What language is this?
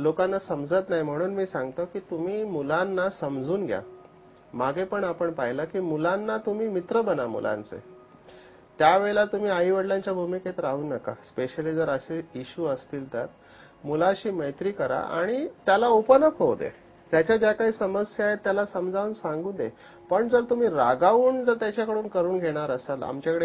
Marathi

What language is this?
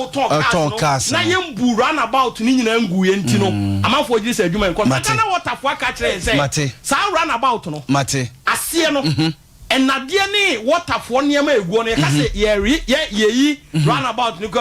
Akan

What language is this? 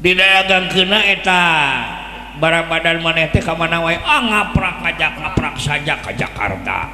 Sundanese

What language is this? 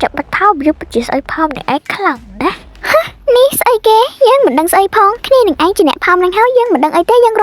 Khmer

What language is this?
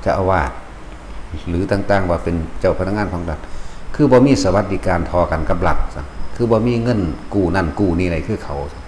Northeastern Thai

